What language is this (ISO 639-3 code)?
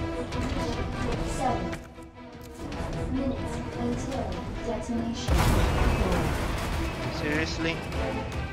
eng